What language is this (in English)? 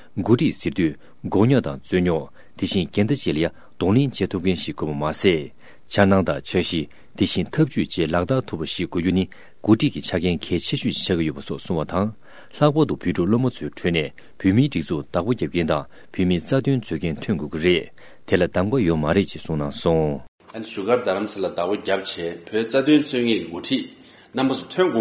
Tibetan